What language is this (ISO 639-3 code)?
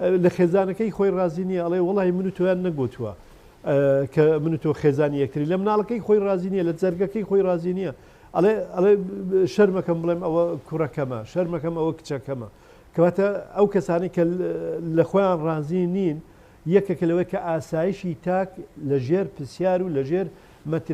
ckb